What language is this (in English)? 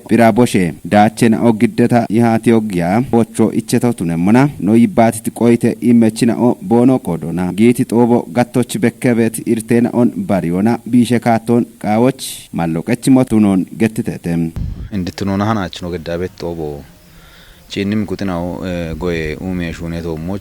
Kafa